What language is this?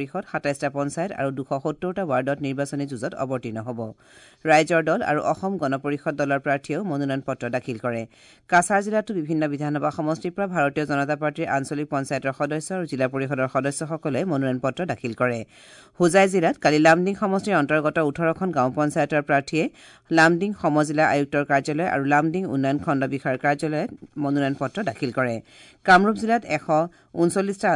Assamese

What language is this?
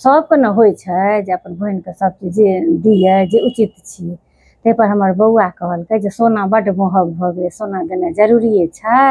Maithili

